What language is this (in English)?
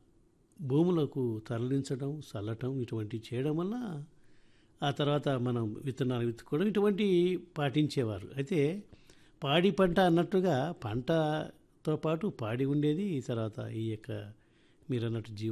Telugu